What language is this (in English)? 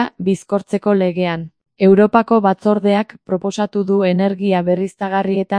Basque